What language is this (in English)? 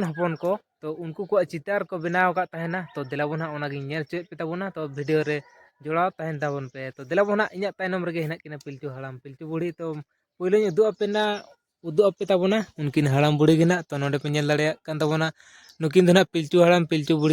Santali